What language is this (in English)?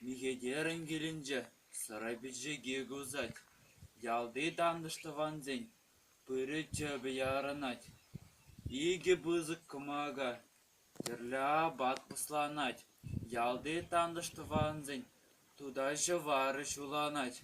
Chuvash